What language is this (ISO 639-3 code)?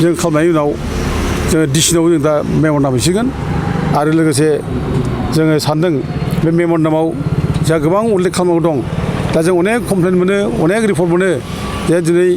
brx